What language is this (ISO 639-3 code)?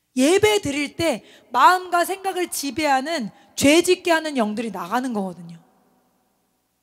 kor